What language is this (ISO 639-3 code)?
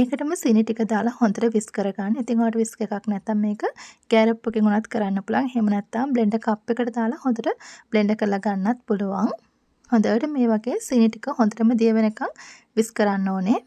sin